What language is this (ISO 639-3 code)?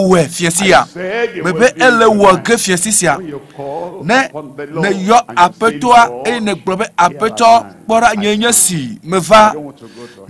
ewe